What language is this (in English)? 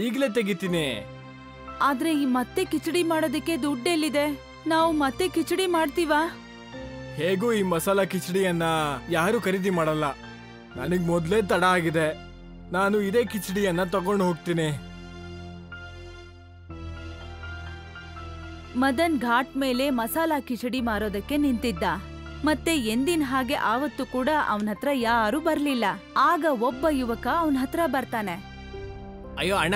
Kannada